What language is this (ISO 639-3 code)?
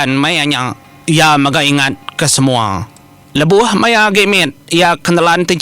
iba